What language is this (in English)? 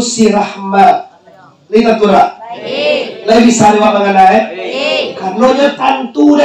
Minangkabau